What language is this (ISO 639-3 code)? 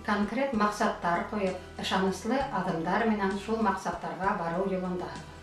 bak